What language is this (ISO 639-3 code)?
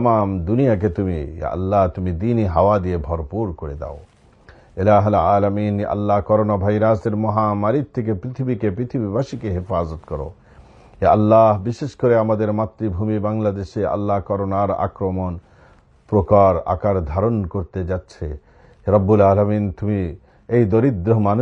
ben